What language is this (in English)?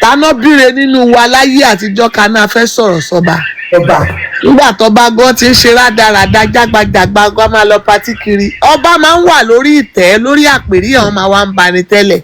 Yoruba